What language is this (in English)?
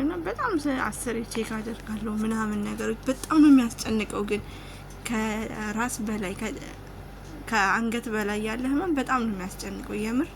Amharic